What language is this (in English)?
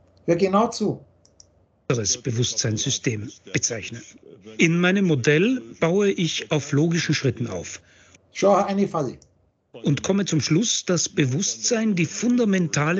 German